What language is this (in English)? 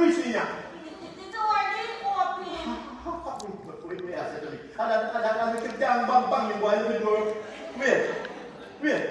Jamaican Creole English